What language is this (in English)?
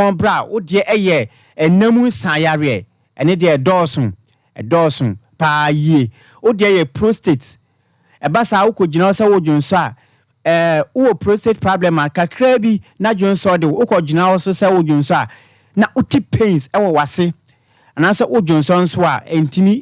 Akan